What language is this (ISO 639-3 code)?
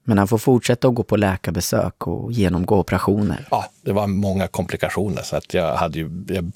swe